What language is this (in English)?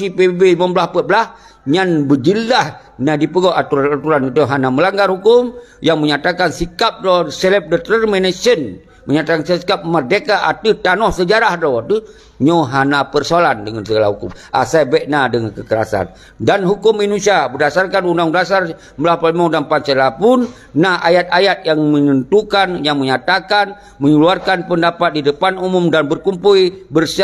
Achinese